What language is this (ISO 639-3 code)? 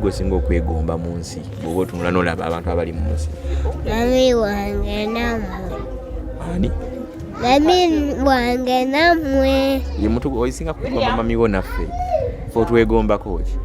lug